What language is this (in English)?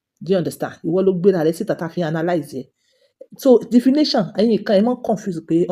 Yoruba